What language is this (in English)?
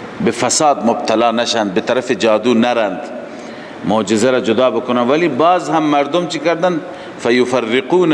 Persian